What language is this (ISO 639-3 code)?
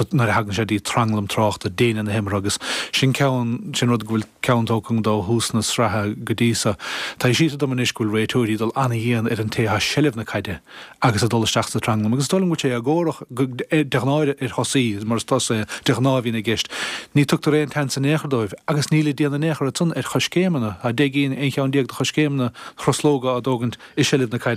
gle